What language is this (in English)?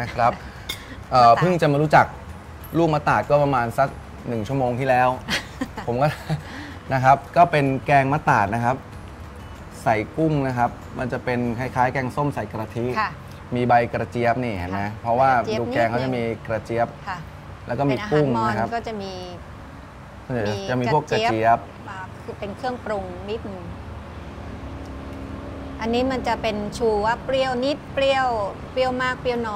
Thai